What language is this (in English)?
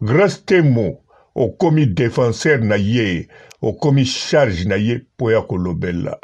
Lingala